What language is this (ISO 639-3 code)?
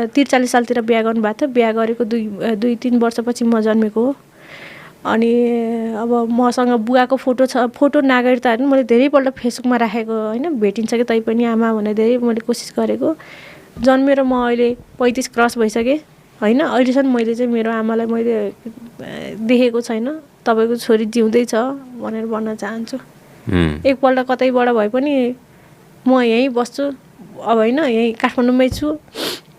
nep